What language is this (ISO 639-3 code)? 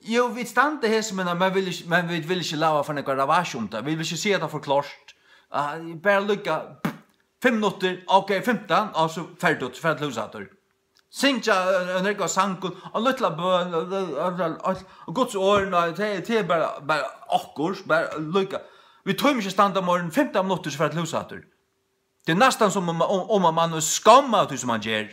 fao